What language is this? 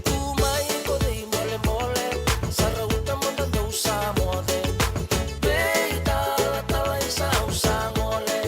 Fijian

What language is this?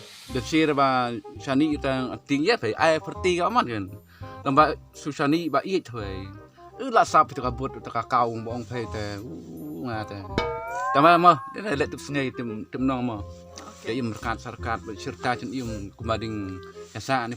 Khasi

